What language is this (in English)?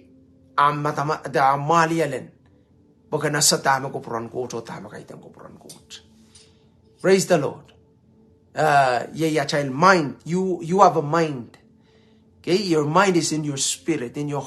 Pohnpeian